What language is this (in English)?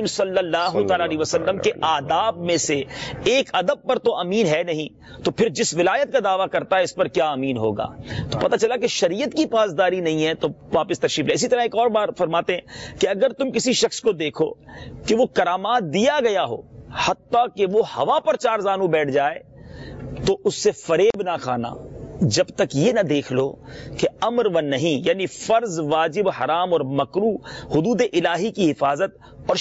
Urdu